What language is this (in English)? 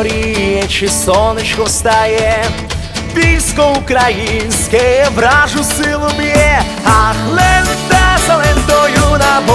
Ukrainian